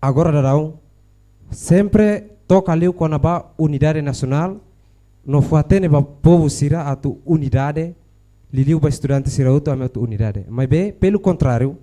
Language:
Tetum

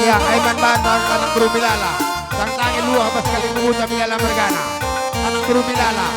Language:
Batak Karo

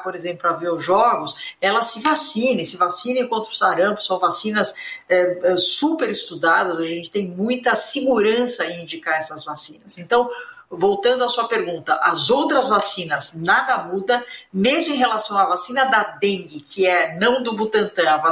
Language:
Portuguese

